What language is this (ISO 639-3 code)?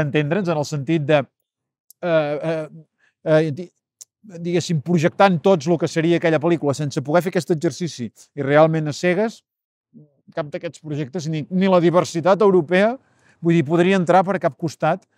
cat